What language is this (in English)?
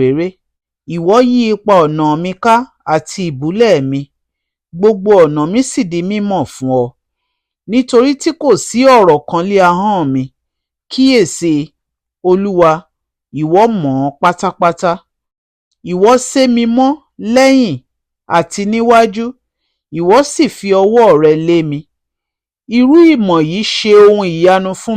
Yoruba